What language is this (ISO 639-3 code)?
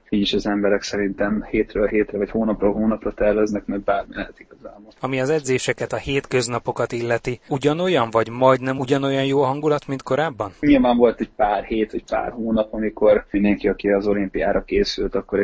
hun